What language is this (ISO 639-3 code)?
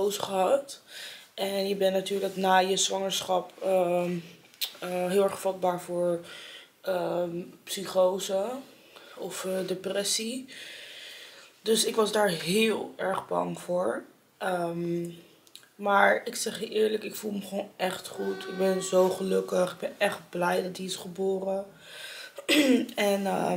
nld